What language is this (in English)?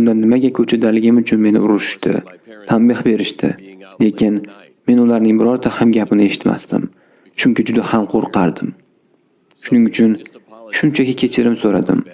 Uzbek